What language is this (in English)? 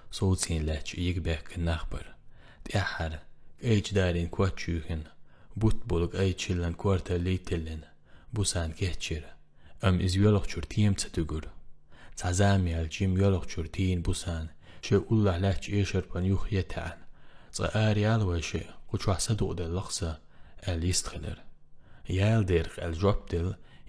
Chechen